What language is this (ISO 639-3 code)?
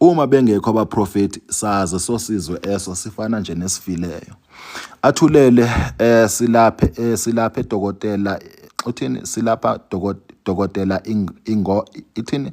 zul